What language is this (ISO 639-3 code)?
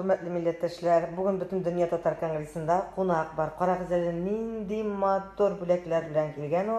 tat